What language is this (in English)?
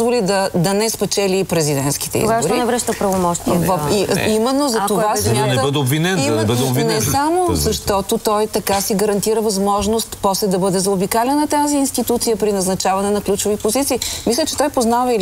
Bulgarian